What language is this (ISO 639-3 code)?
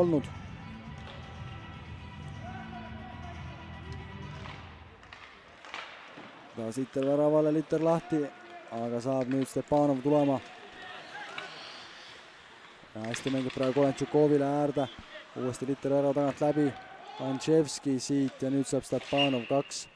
est